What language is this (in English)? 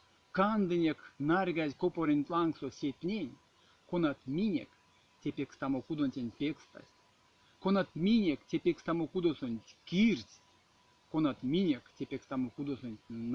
Erzya